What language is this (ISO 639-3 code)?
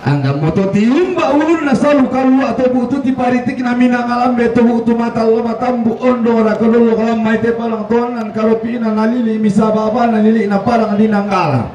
sda